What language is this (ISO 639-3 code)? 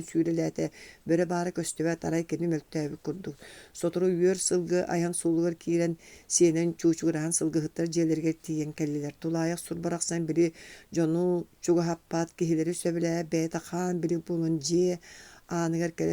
sah